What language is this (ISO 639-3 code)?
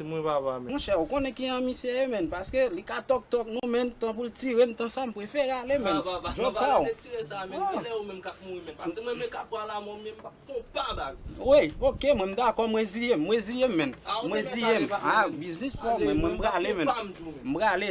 hat